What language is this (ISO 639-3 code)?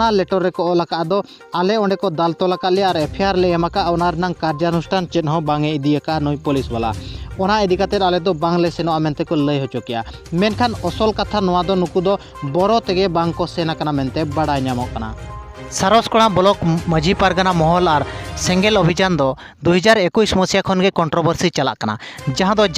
sat